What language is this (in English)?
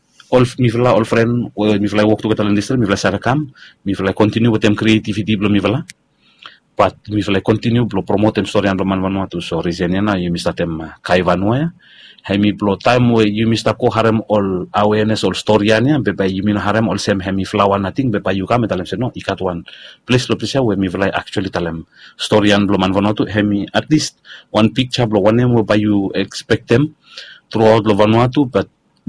Bislama